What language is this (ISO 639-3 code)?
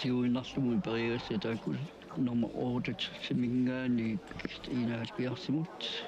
kal